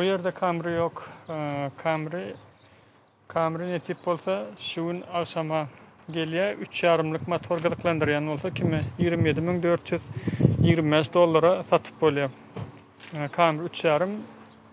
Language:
Turkmen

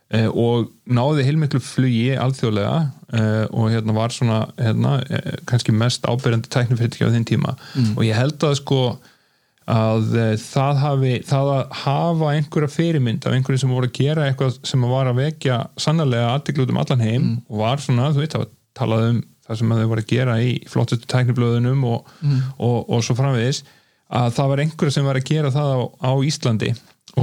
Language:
Icelandic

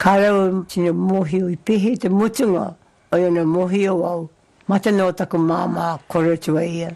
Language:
Māori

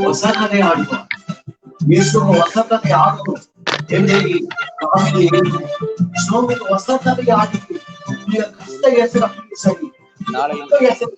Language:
Badaga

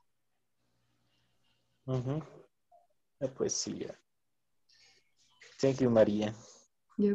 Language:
Spanish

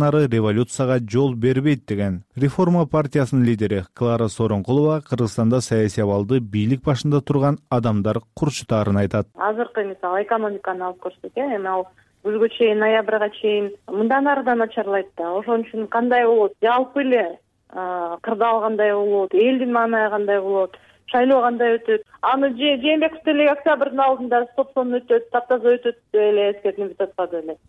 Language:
Kyrgyz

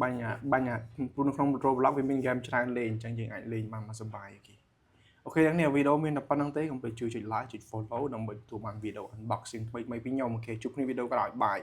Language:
Khmer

